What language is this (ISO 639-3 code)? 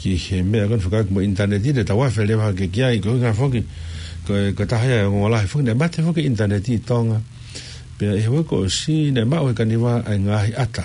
ton